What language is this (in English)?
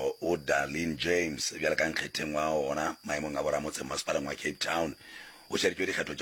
Northern Sotho